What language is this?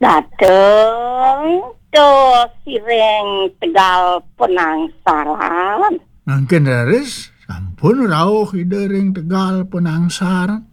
Balinese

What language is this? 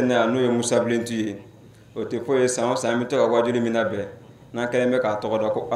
Bambara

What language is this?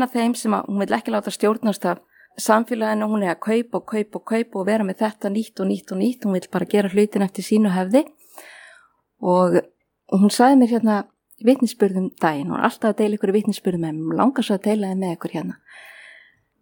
Icelandic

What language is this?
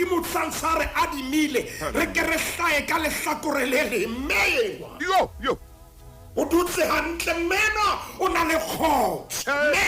Southern Sotho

